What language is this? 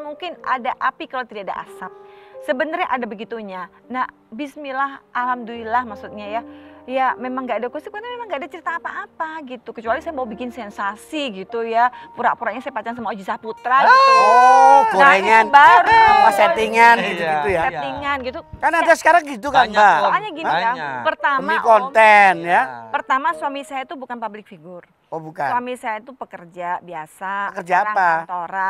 Indonesian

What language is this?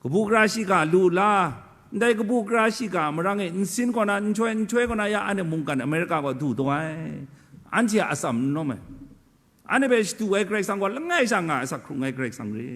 Kachin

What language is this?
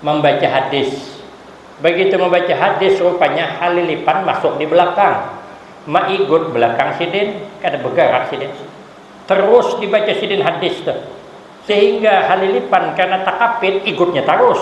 Banjar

